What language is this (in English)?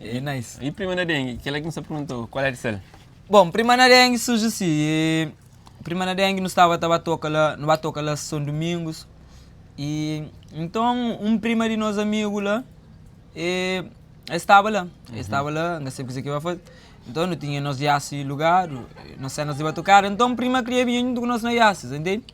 Kabuverdianu